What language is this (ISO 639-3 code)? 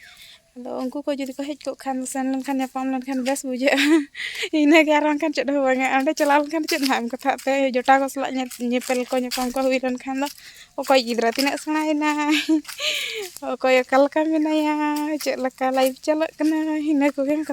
sat